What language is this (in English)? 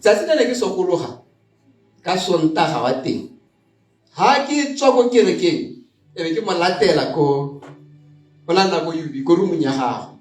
Tswana